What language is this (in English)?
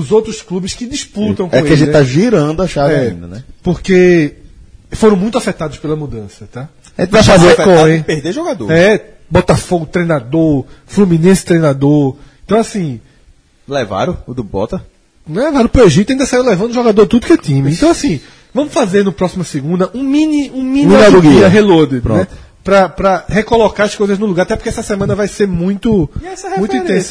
Portuguese